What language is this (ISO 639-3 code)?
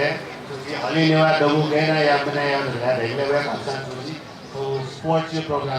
new